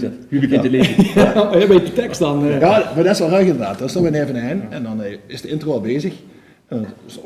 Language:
Limburgish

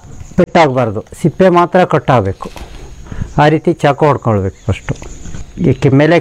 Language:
Kannada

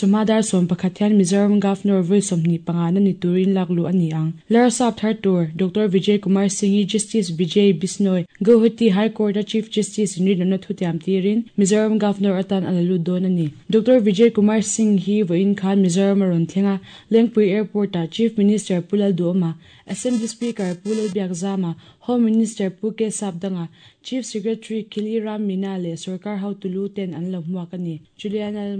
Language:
Mizo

